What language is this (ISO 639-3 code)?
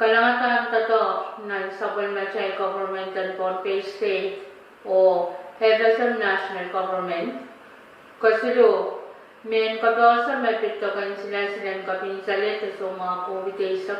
pon